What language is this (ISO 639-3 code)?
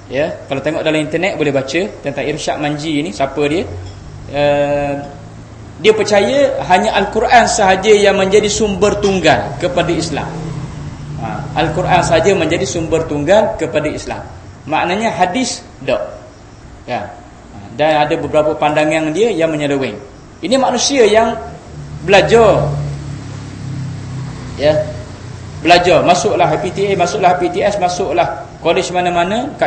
msa